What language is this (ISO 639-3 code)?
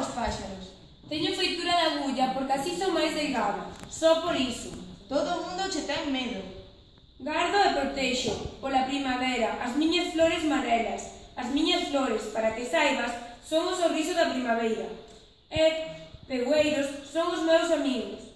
glg